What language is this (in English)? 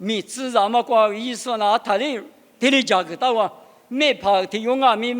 Lisu